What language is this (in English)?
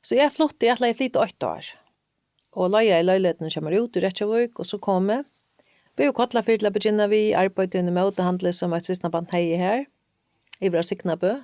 Faroese